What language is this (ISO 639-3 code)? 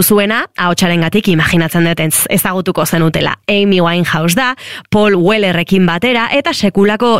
eus